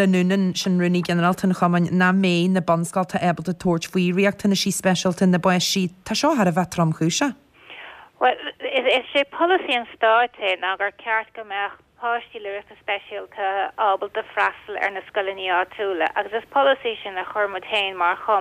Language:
Irish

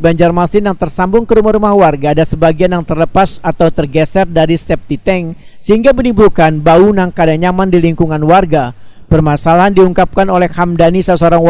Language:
Banjar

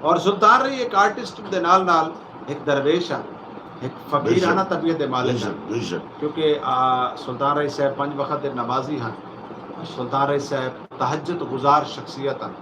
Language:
Saraiki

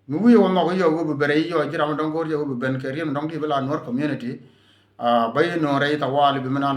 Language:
Nuer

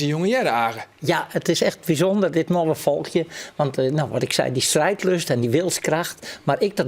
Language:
Western Frisian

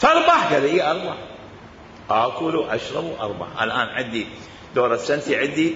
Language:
Mesopotamian Arabic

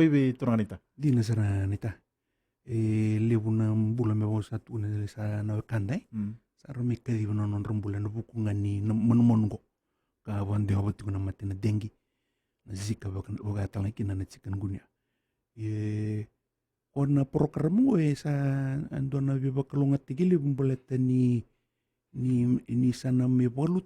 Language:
Fijian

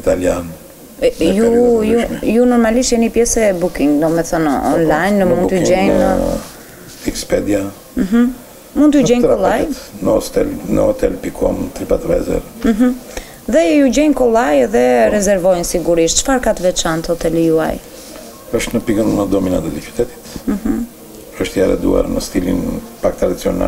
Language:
Albanian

